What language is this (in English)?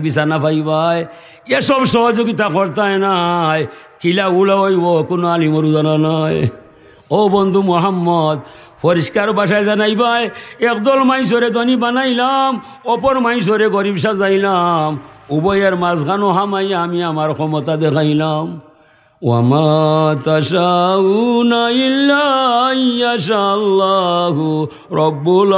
Sylheti